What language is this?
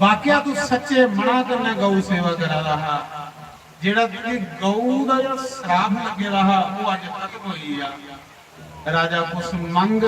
Dogri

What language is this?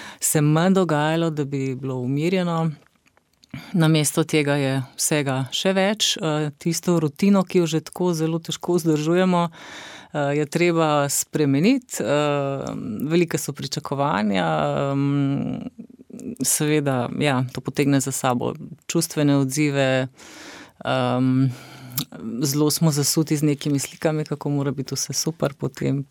Slovenian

